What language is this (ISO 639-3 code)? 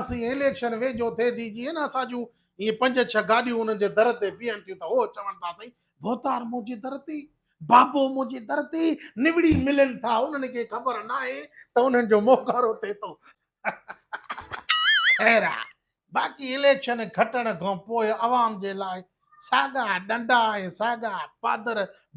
snd